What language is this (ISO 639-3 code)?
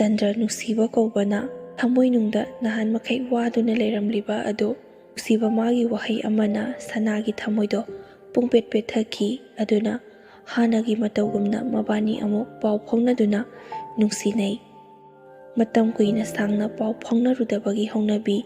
mni